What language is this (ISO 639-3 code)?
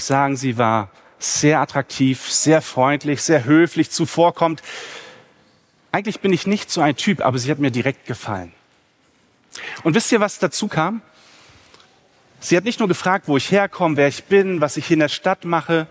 deu